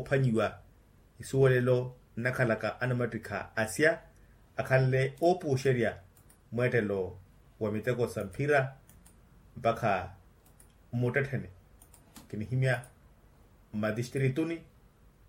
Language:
Makhuwa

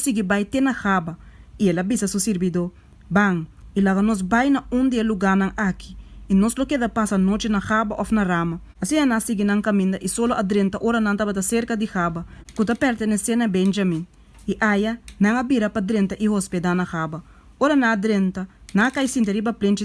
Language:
Papiamento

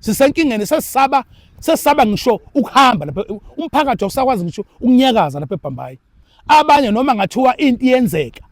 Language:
Zulu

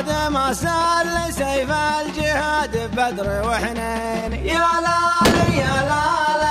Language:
Arabic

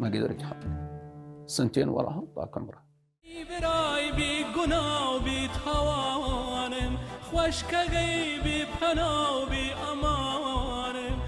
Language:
Mesopotamian Arabic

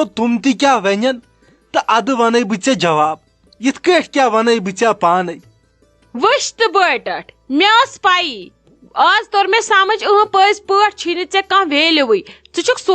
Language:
Kashmiri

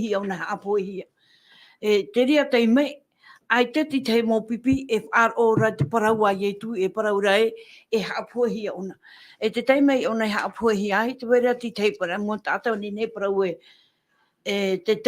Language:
Tahitian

